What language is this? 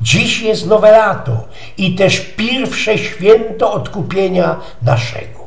Silesian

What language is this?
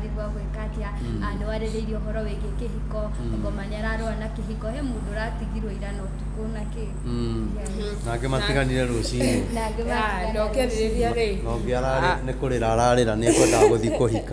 Kikuyu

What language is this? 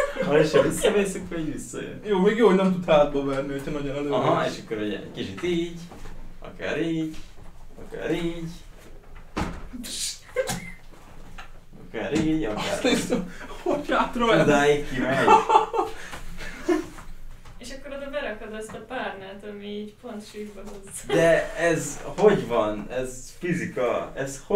Hungarian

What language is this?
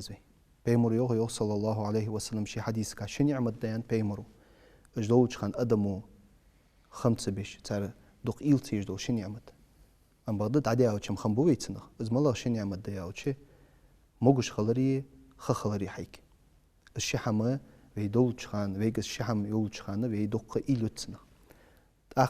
Ingush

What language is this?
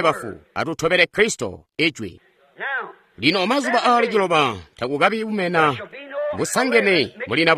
Tonga (Zambia)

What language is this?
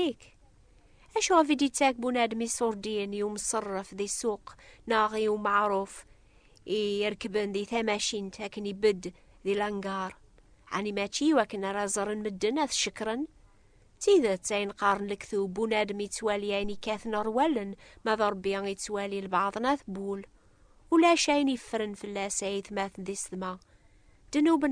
Kabyle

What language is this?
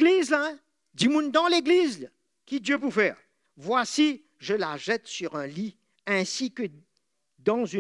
Morisyen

